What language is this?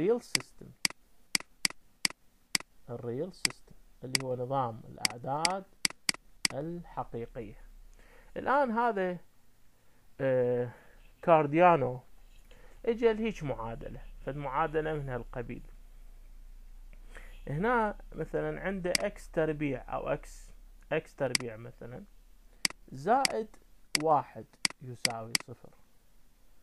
Mesopotamian Arabic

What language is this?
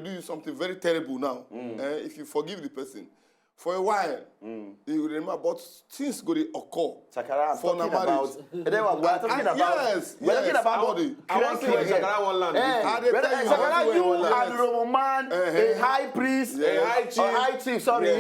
Nigerian Pidgin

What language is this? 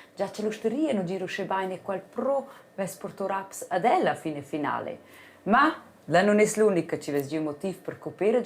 Romansh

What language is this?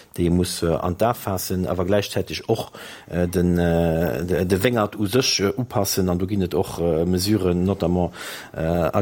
Luxembourgish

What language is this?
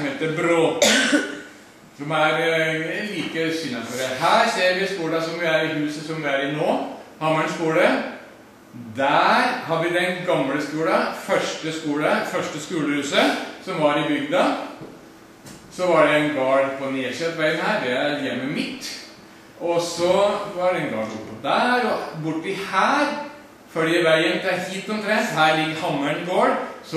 Norwegian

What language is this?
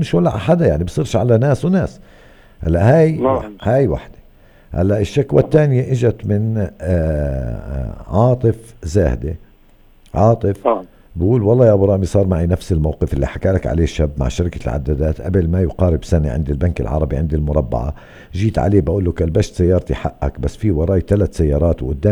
North Levantine Arabic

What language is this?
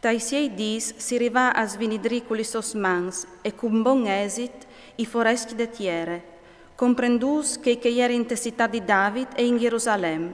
Friulian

